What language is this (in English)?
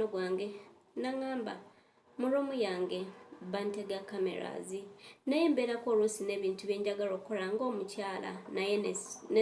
Ganda